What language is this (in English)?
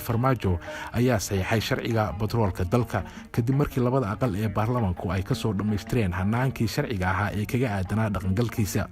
Somali